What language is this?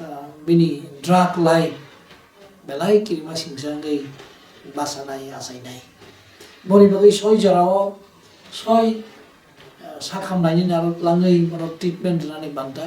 Kok Borok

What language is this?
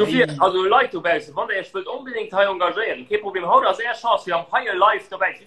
Luxembourgish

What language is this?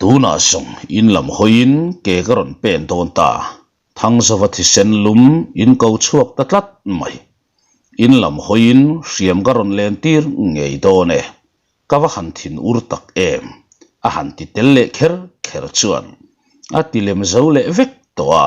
Mizo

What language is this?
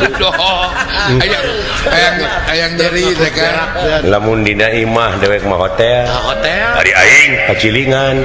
Sundanese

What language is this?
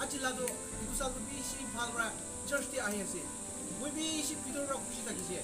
Naga Pidgin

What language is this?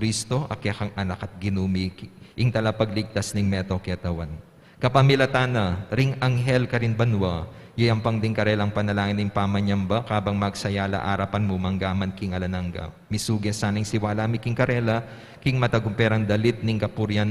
Pampanga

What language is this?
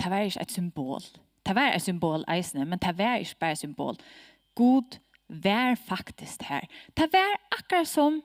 Faroese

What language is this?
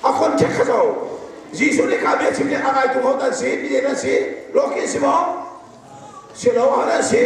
Hakha Chin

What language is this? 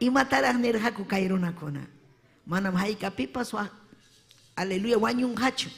Ayacucho Quechua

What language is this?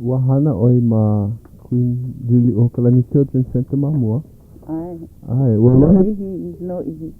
Hawaiian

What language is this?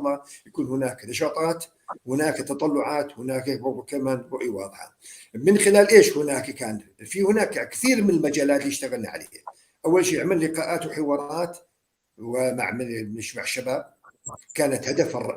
North Levantine Arabic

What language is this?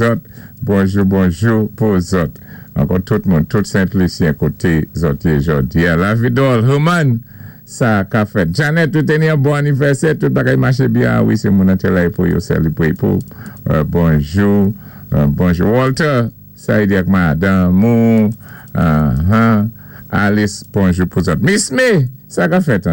Saint Lucian Creole French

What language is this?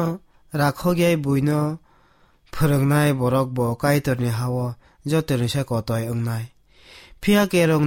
Kok Borok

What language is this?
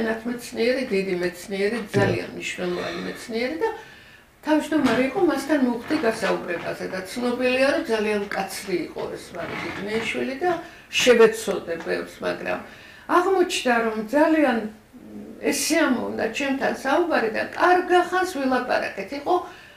Georgian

